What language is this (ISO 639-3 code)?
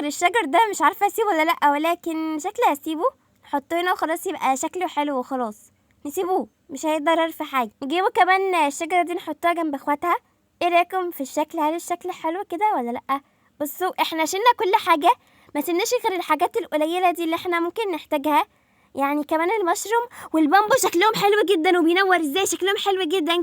arz